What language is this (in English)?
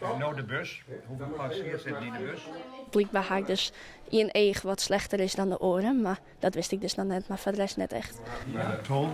Western Frisian